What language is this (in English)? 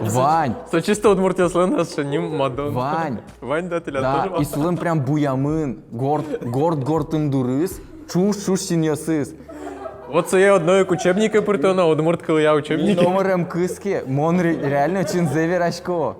Udmurt